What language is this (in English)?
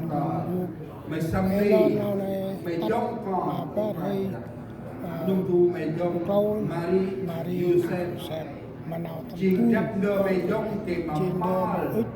Central Mnong